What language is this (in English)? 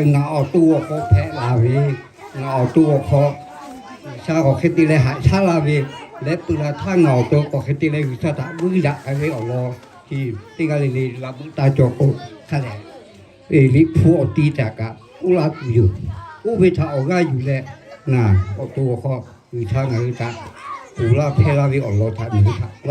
Lahu